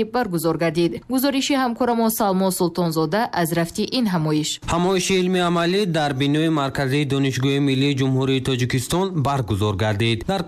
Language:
Tajik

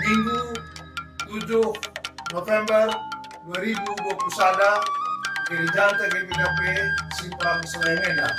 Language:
Batak Karo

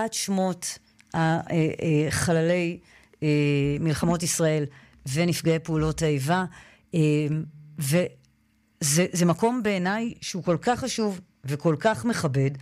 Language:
Hebrew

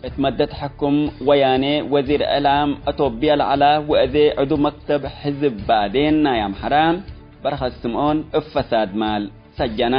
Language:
Tigre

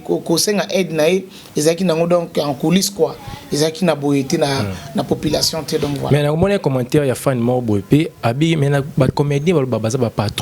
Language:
Lingala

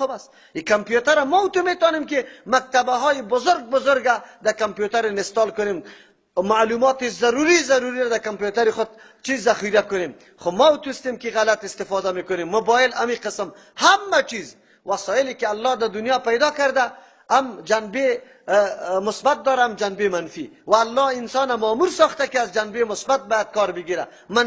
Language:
Persian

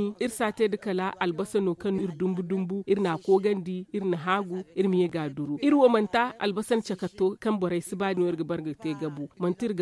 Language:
Zarma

